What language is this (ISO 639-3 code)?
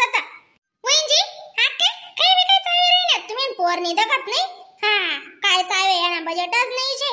khn